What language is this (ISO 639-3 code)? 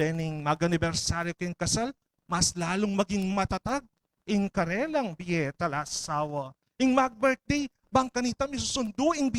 pam